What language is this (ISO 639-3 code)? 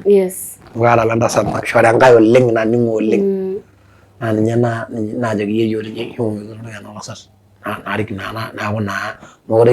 mas